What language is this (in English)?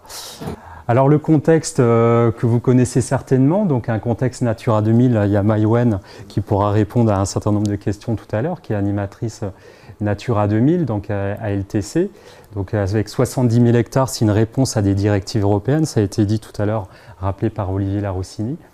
French